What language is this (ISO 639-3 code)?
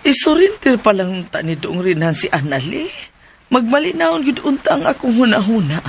ceb